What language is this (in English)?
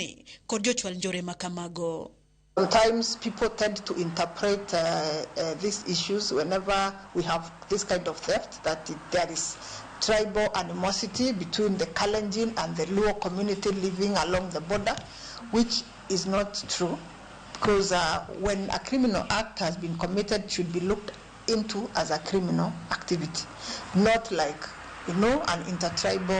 Luo (Kenya and Tanzania)